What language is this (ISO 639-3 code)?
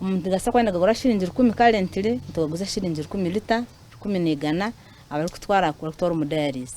nyn